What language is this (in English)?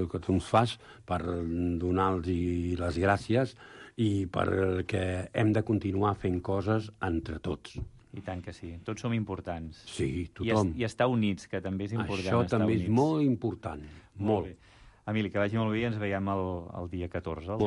Catalan